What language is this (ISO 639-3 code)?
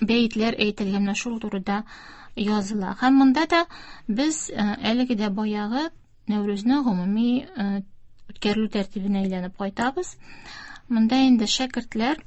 tat